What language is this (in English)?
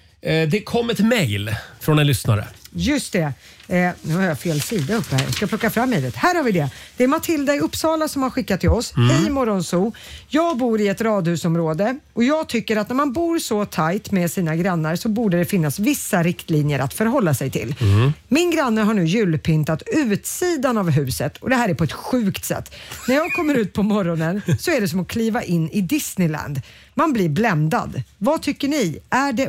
Swedish